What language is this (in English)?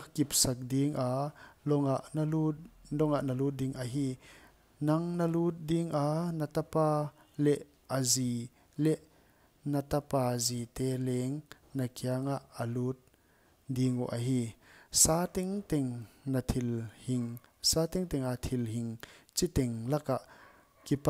Paite Chin